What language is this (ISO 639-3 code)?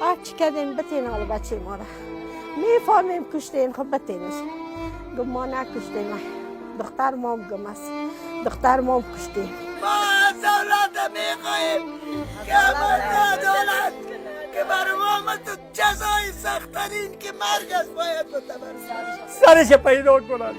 tgk